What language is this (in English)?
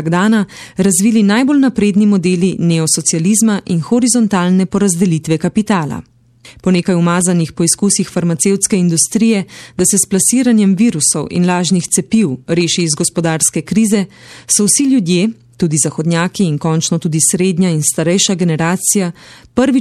Slovenian